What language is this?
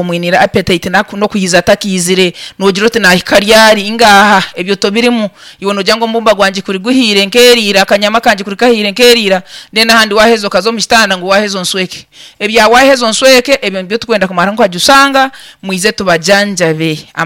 Nyankole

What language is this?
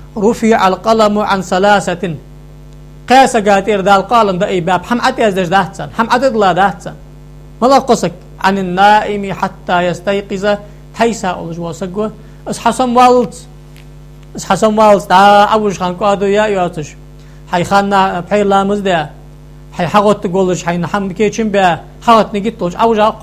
Ingush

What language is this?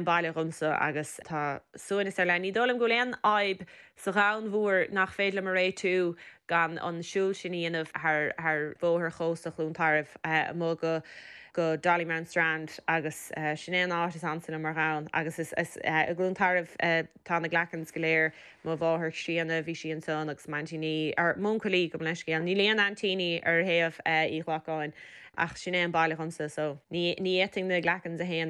Irish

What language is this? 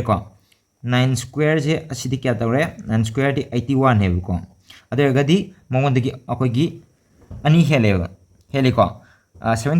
Manipuri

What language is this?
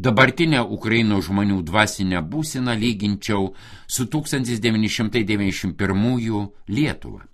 Lithuanian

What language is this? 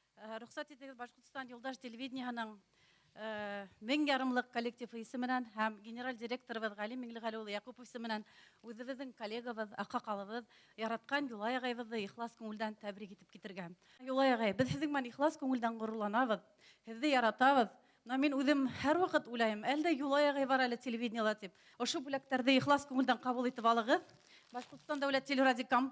Bashkir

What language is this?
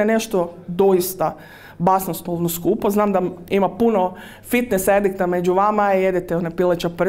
Croatian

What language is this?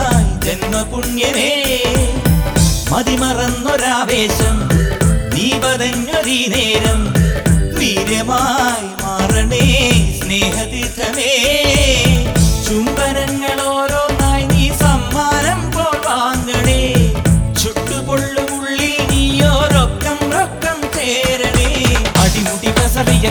Malayalam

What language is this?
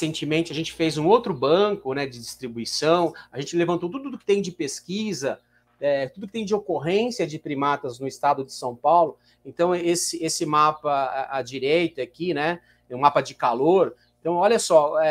Portuguese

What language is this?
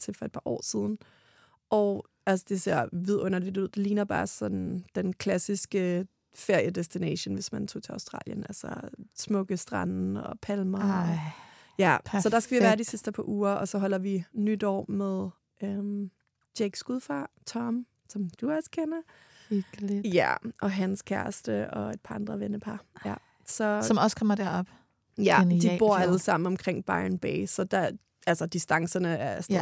Danish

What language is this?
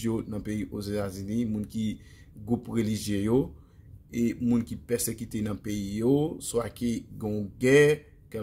Haitian Creole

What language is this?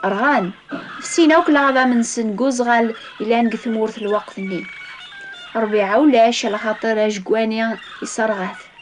Kabyle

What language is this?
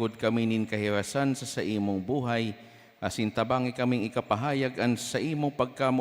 Bikol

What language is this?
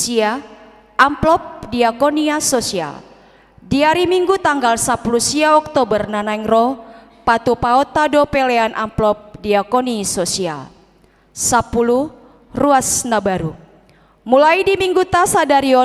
Batak Toba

